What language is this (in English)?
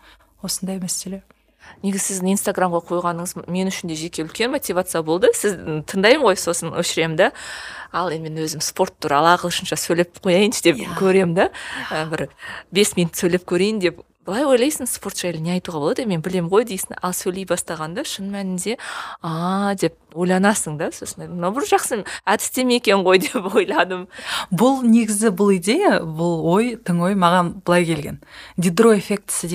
Kazakh